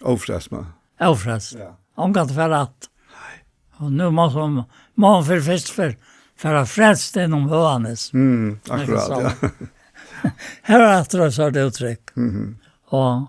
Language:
Faroese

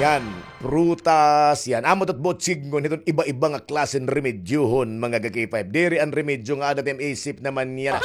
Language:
Waray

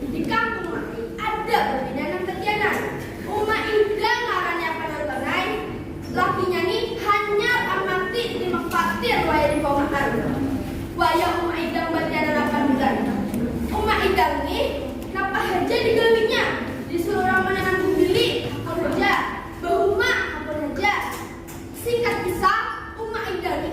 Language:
Banjar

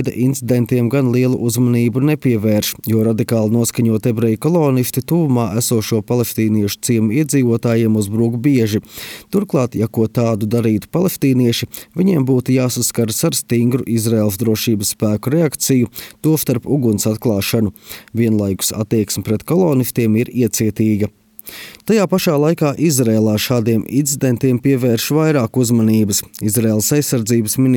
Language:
Latvian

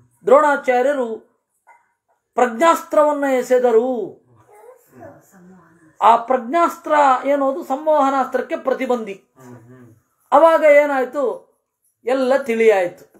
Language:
Kannada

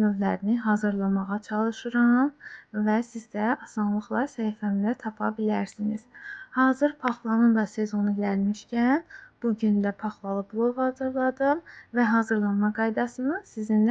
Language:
Azerbaijani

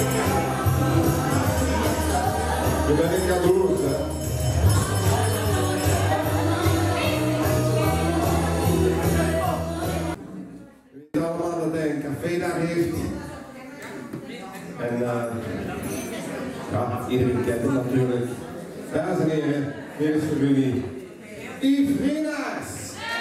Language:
Dutch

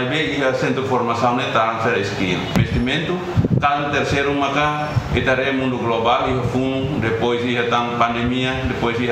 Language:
Tetum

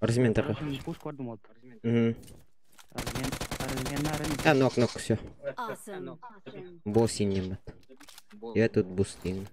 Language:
Yakut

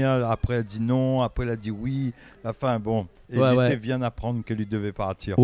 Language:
Réunion Creole French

